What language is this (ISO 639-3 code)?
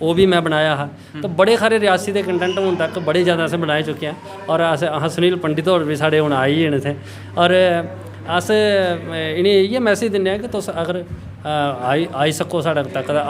doi